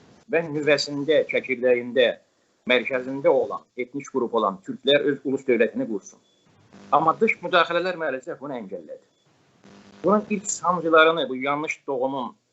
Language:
South Azerbaijani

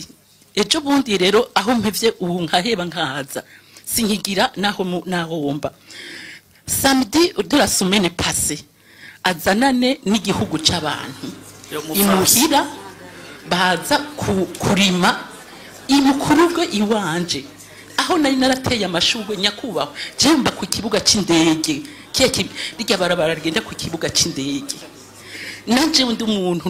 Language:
Rundi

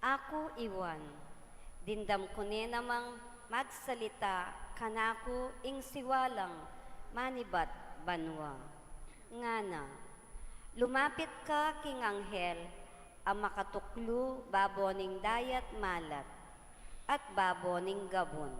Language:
Pampanga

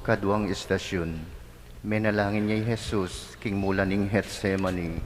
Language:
Pampanga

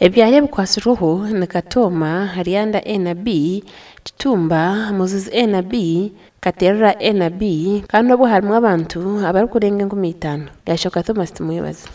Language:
Nyankole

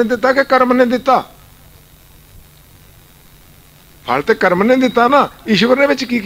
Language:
Punjabi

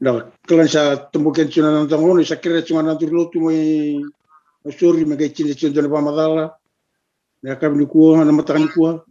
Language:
Fijian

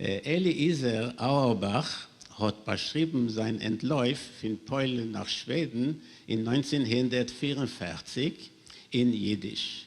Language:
Yiddish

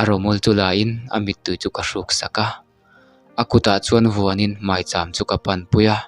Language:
Mizo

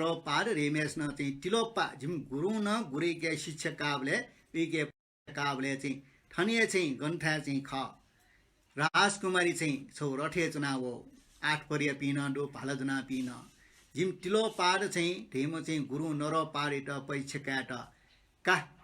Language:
Newari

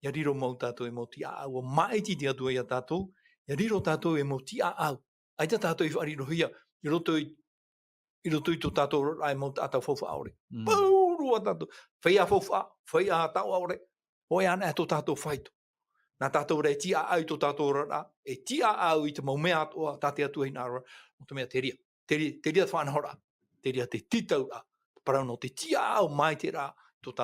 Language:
Tahitian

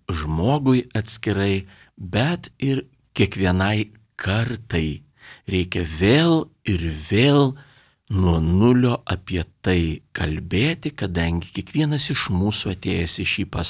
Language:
Lithuanian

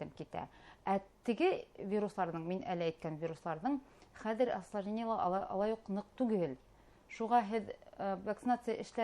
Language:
Bashkir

